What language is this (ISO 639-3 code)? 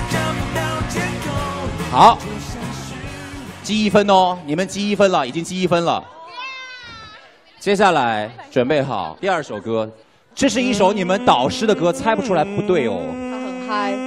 zho